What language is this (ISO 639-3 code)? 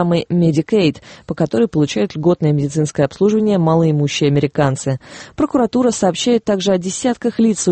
rus